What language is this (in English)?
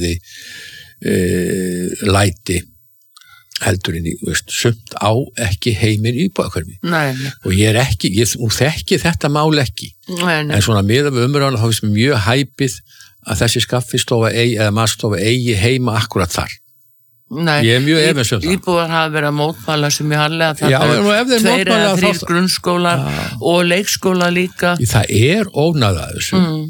Icelandic